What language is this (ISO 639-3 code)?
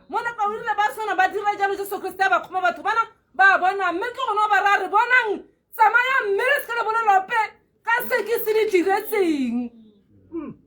tsn